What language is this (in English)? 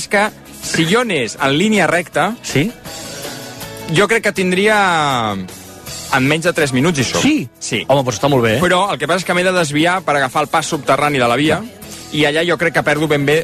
Catalan